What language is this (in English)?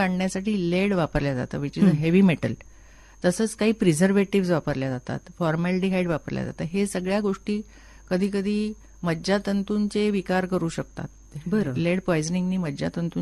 Marathi